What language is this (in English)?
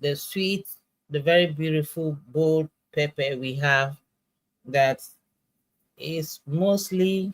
Ewe